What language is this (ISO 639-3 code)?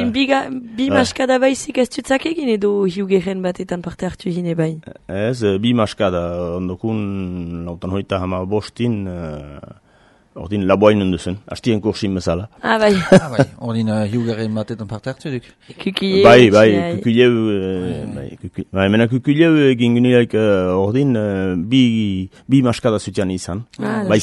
eus